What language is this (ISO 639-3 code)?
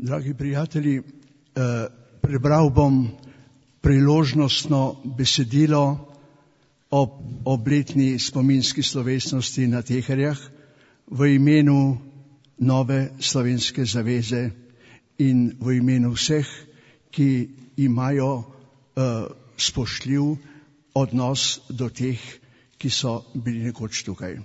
slv